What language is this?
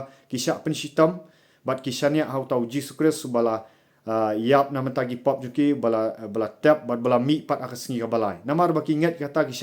Khasi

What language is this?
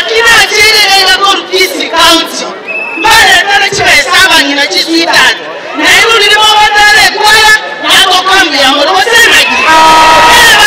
Gusii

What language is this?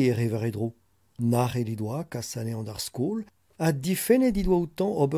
Breton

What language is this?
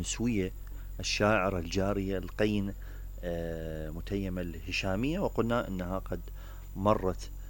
Mesopotamian Arabic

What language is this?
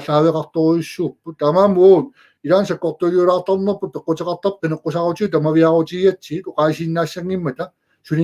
Kalaallisut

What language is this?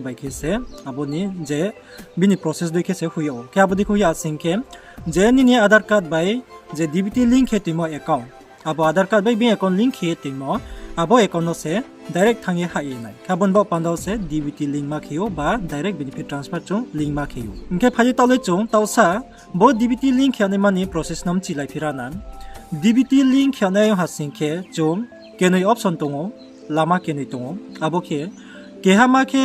Riang (India)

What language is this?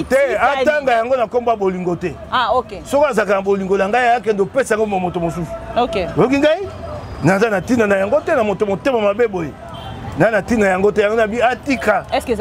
Lingala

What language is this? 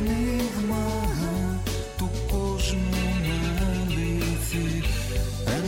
Greek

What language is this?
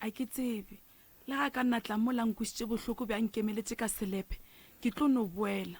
Northern Sotho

